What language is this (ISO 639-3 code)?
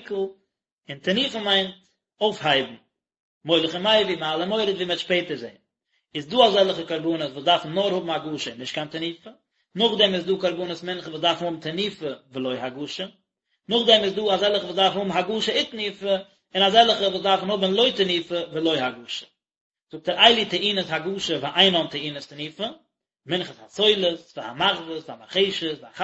yid